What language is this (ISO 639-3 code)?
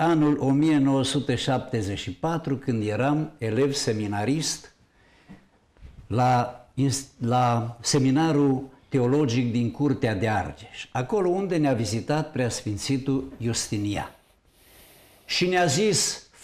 ron